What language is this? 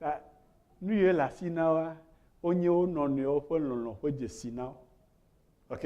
Ewe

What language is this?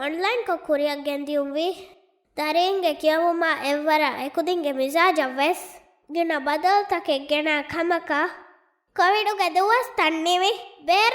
Divehi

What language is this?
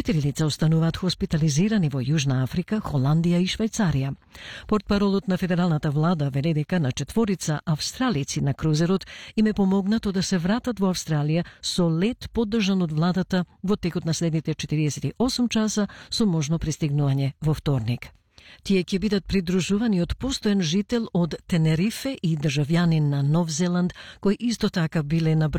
Macedonian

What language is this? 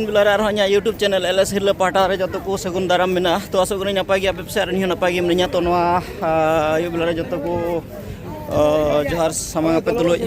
Santali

